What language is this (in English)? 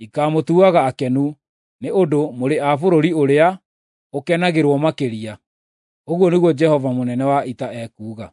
Kikuyu